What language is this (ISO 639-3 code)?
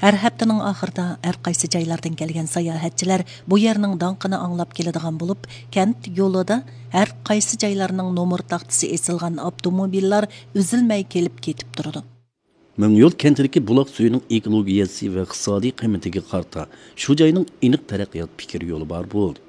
uig